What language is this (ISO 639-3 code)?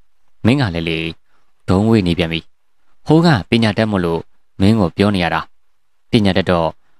mya